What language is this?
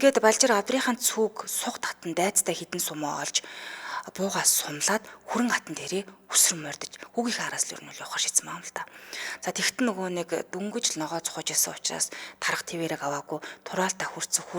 Mongolian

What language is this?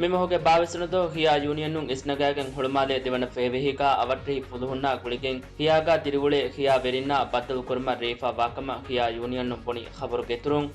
Divehi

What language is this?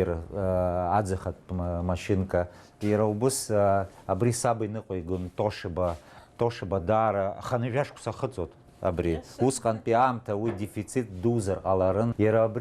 Abkhazian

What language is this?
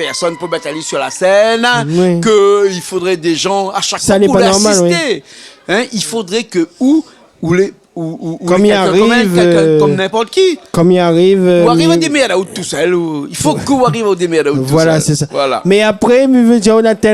Réunion Creole French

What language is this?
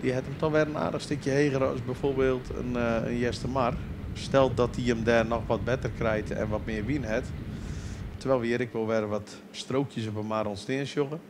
Western Frisian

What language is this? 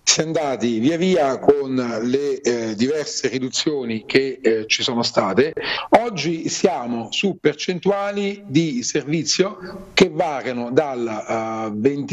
Italian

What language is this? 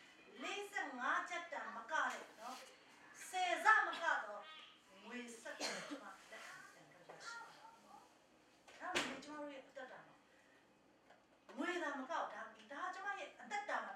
Burmese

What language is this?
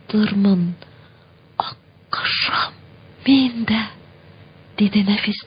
Tatar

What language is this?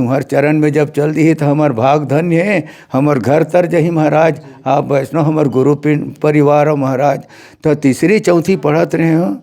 Chhattisgarhi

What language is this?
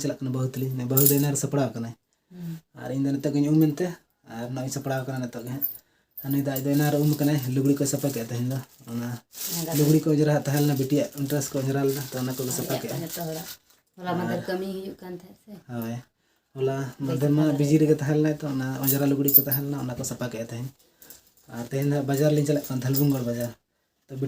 Santali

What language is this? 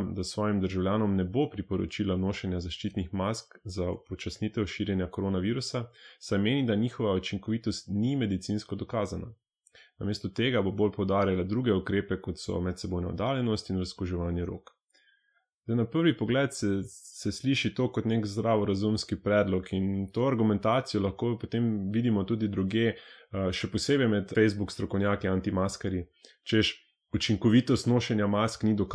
Slovenian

